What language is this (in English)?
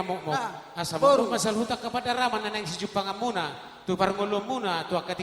Batak Toba